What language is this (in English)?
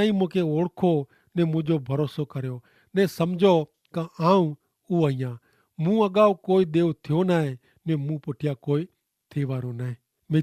Kachhi